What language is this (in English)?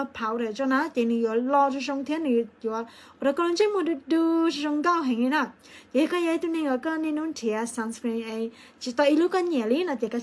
Hmong